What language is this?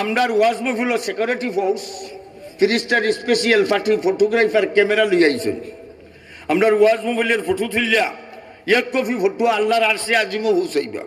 Sylheti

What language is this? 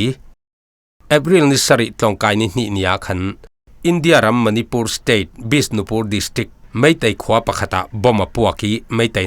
Falam Chin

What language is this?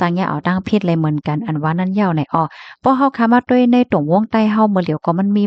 Shan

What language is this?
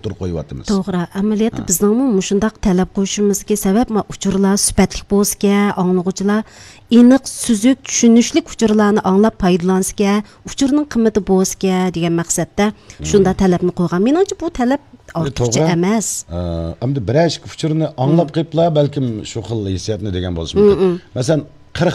Uyghur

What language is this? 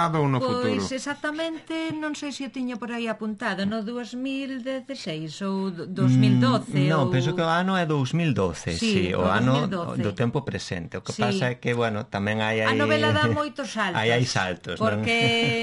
Galician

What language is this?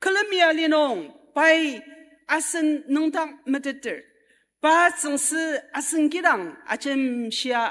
Ao Naga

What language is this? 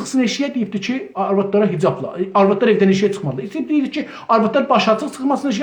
South Azerbaijani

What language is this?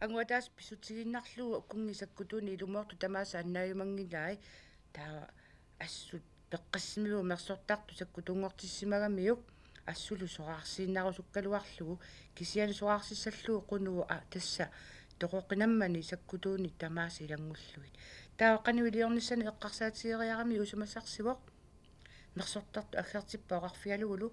Kalaallisut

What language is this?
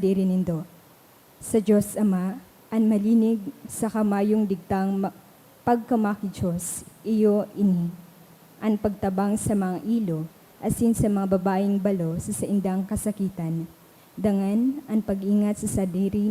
Bikol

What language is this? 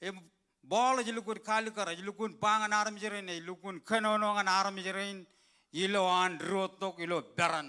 Marshallese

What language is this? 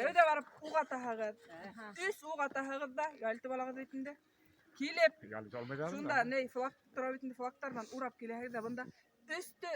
Bashkir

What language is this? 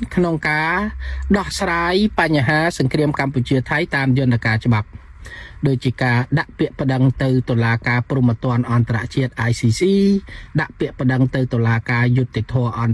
Khmer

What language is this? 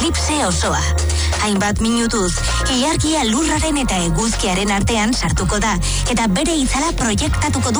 Basque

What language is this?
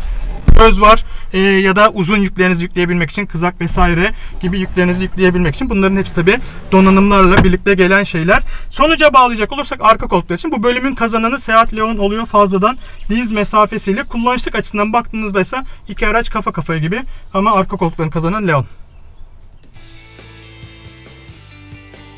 Turkish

